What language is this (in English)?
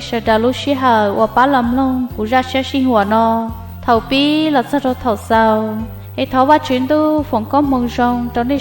Hmong